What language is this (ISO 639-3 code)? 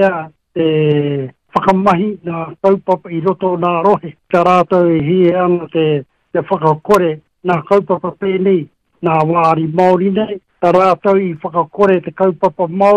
mri